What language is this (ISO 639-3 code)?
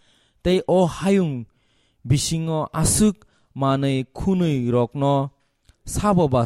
trp